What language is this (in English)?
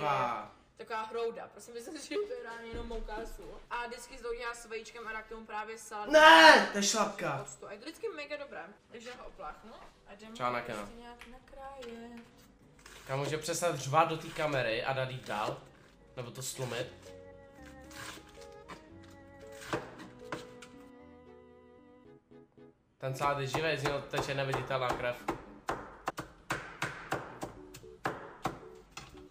Czech